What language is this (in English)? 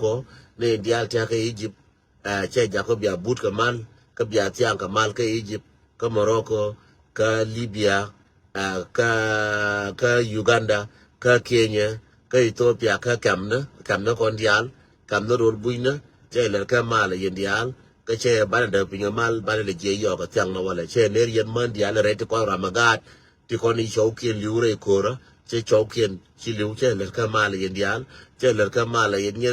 Nuer